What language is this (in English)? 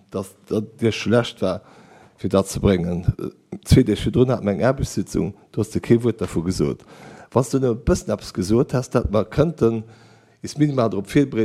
Luxembourgish